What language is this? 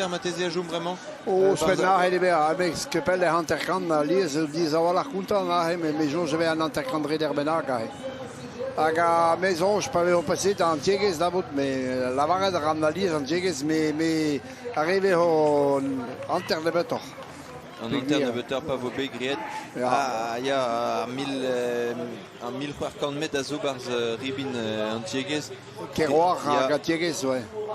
Breton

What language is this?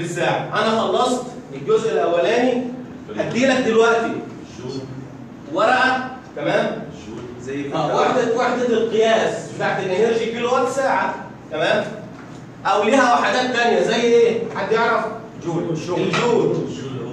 Egyptian Arabic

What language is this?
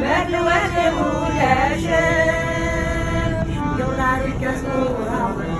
Tatar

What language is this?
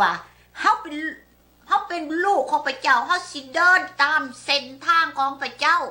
Lao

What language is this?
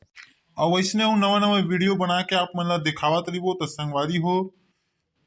Chhattisgarhi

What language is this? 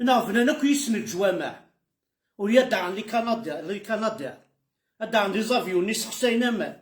Kabyle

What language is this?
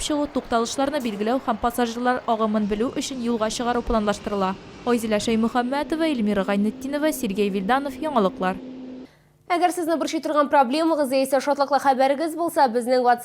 Tatar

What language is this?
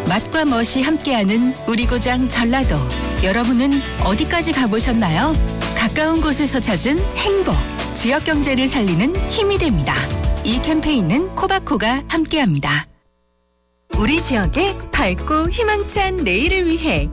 Korean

